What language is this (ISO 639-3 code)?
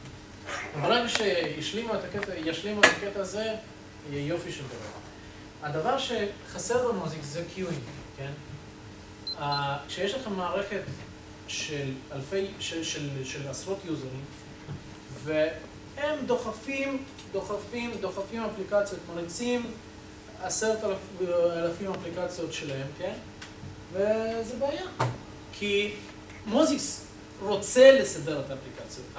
heb